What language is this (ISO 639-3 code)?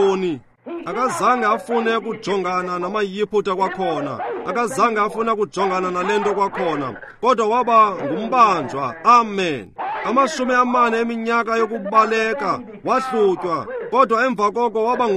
xho